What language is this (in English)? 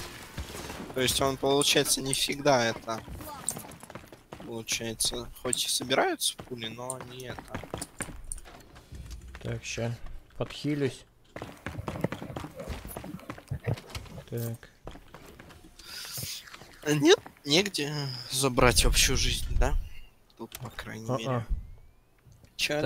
Russian